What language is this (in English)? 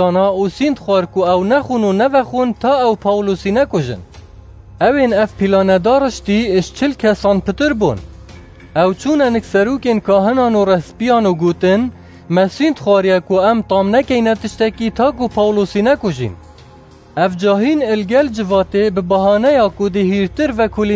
Kurdish